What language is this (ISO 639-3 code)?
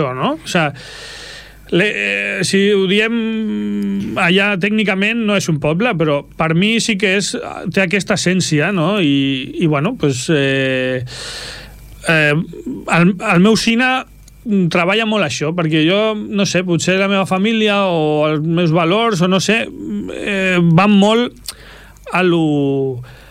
cat